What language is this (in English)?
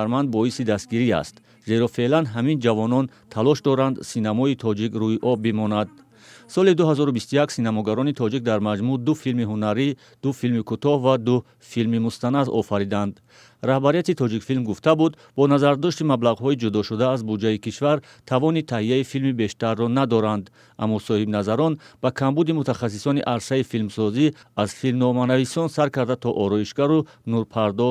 Tajik